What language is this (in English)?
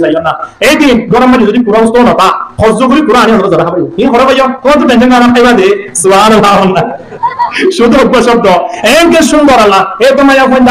Rohingya